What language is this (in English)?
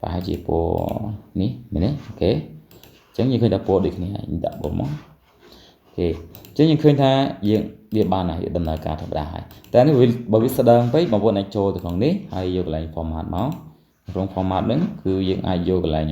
Khmer